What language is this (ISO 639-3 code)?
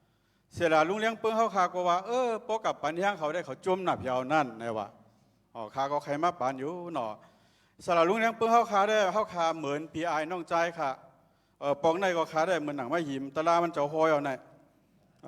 shn